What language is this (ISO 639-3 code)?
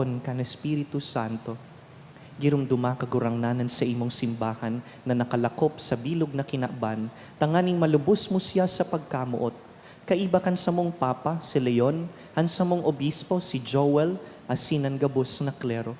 bik